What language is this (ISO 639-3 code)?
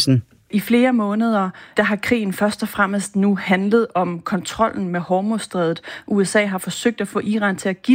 dan